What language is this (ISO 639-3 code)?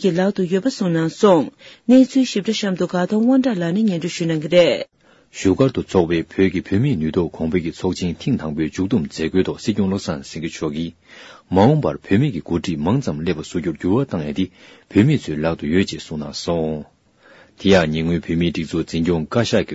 bod